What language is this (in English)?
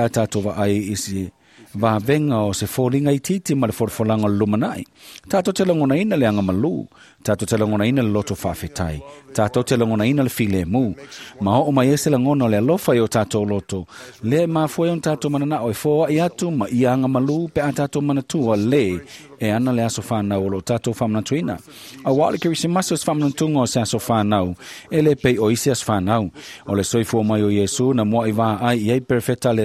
Samoan